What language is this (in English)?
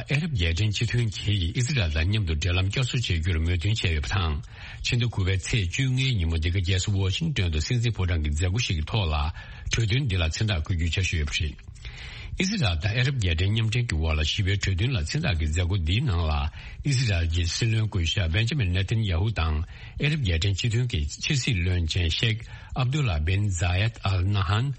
Tibetan